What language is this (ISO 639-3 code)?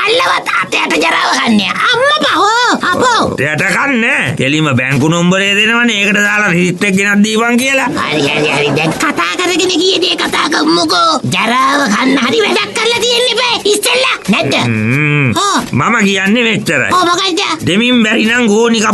sin